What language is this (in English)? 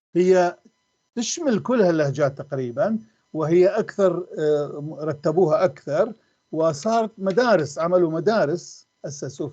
North Levantine Arabic